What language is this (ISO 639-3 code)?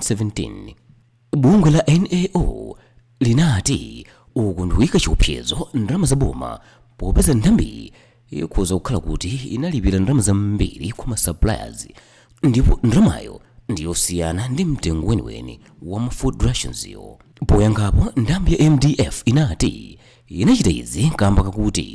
nya